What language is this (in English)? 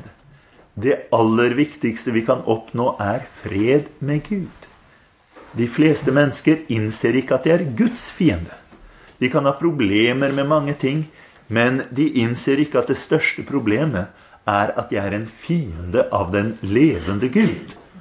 Norwegian